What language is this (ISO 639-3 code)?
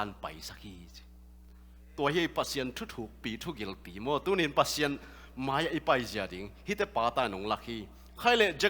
ctd